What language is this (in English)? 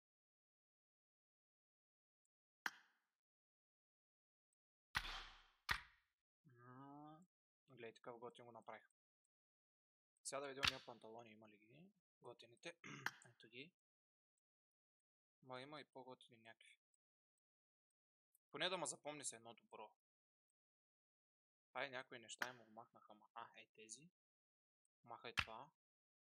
Bulgarian